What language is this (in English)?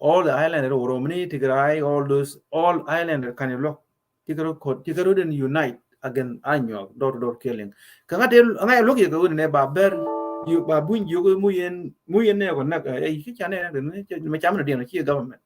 Nuer